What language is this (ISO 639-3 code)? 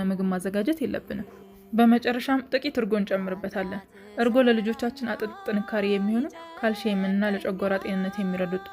amh